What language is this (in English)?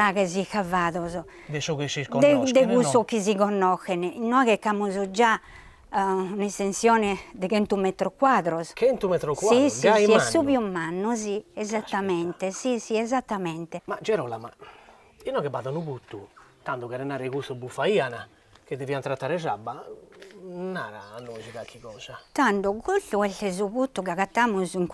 Sardinian